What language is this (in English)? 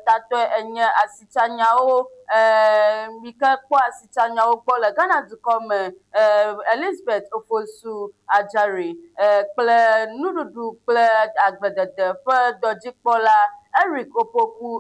Ewe